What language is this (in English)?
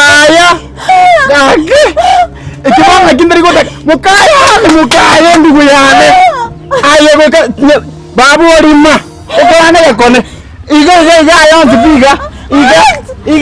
Gusii